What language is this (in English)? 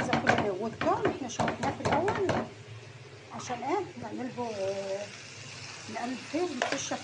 Egyptian Arabic